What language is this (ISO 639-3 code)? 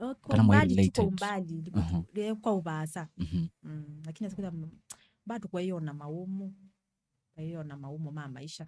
kam